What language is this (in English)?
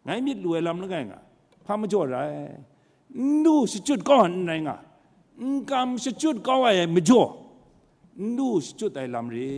Kachin